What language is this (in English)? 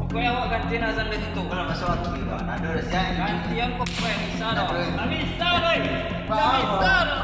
Minangkabau